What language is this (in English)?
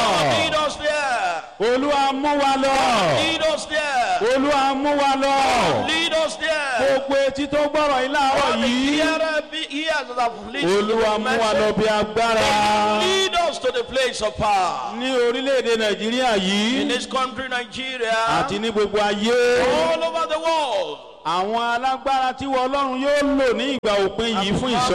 Yoruba